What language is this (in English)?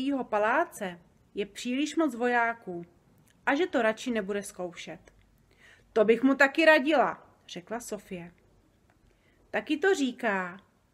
Czech